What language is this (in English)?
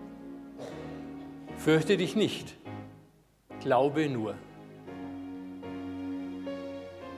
German